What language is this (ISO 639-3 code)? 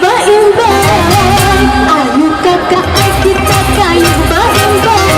bjn